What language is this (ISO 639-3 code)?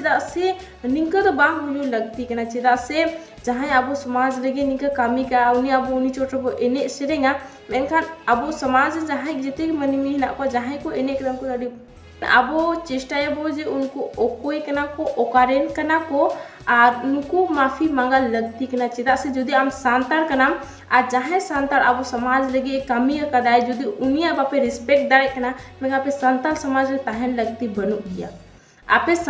sat